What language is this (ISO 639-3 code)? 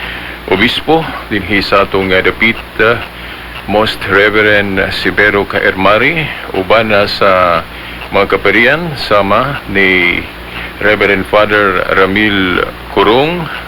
ceb